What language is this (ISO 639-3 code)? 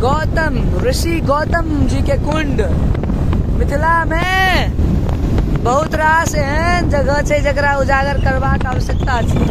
mai